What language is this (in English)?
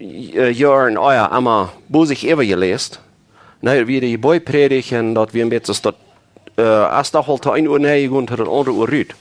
Plautdietsch